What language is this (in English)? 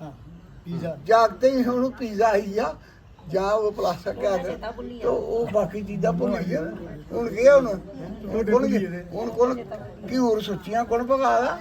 Dogri